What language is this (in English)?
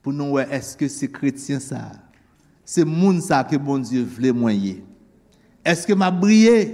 Haitian Creole